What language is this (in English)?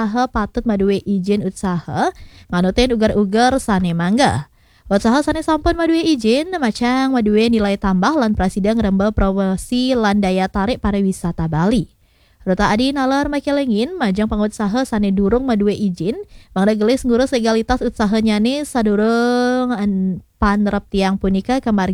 Balinese